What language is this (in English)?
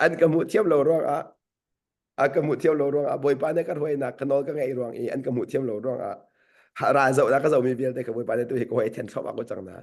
Hakha Chin